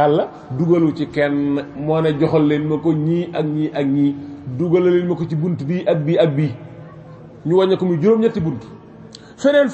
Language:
Wolof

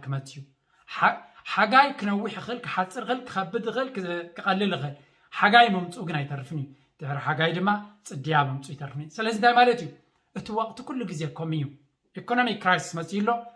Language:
Tigrinya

